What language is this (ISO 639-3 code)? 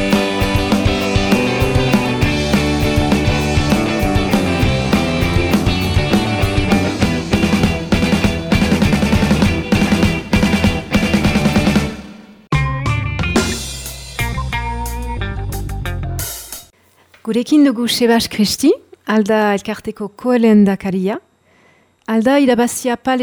eus